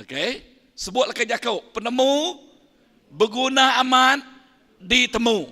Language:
Iban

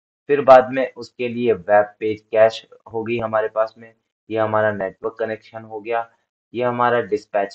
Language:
Hindi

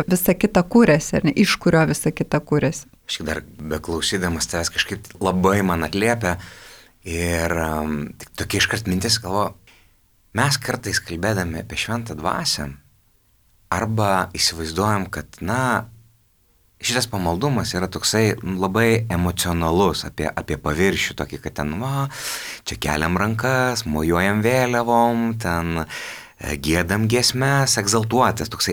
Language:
Lithuanian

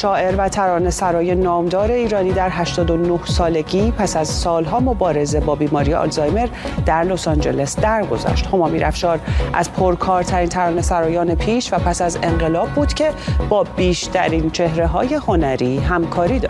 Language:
Persian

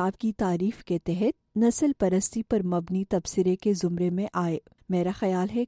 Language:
Urdu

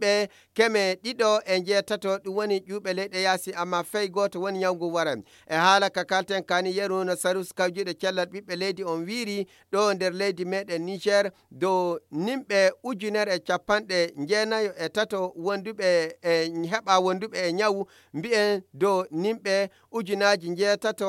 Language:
Fula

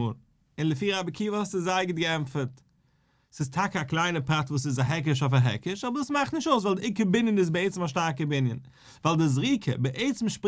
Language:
Yiddish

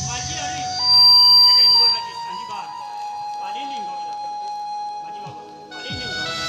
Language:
Santali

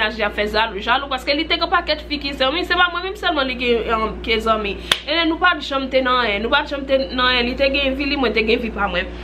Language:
Haitian Creole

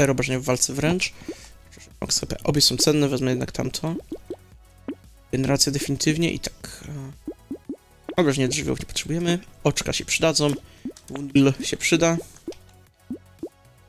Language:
Polish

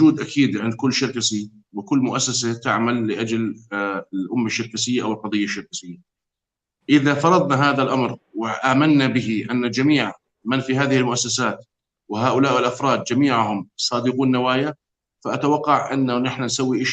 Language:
North Levantine Arabic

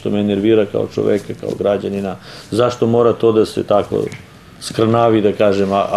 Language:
Serbian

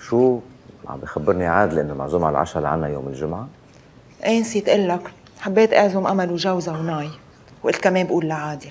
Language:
North Levantine Arabic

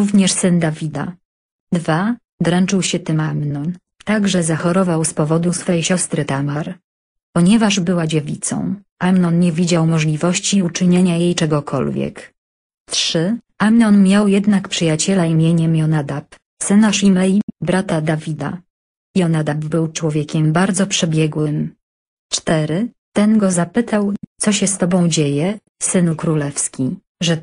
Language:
Polish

